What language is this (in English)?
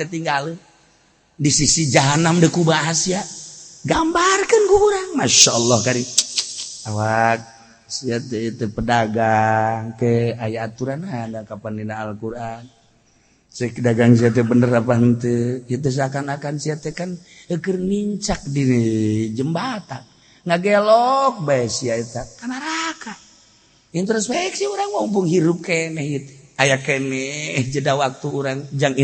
Sundanese